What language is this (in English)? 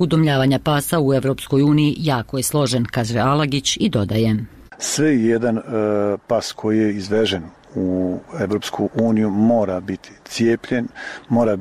Bosnian